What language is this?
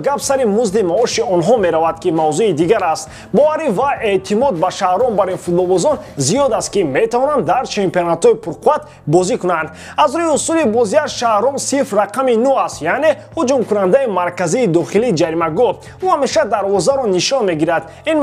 Tajik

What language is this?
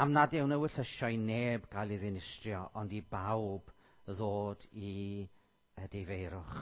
Welsh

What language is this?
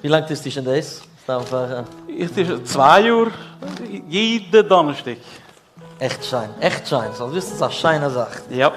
Yiddish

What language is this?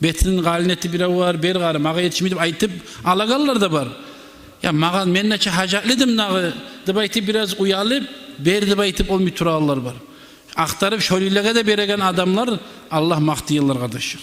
Kumyk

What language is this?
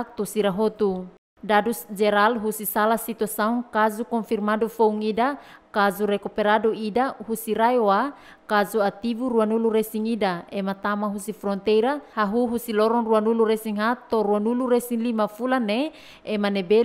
Tetum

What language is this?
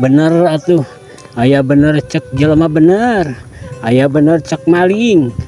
Sundanese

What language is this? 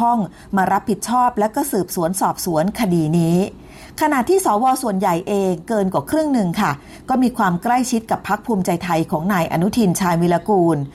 Thai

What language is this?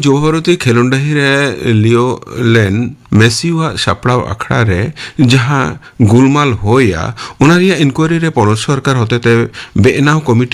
Santali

